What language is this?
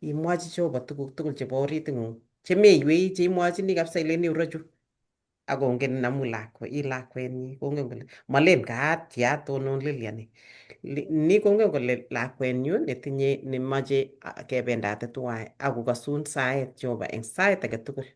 Kalenjin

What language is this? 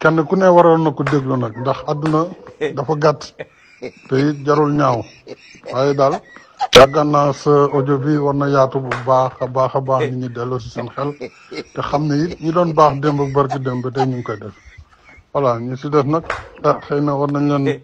Wolof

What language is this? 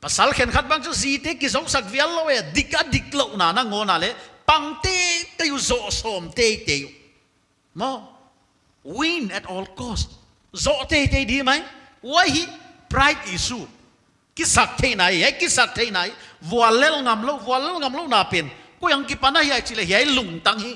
Paite Chin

